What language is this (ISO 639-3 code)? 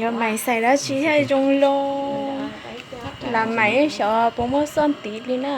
hmn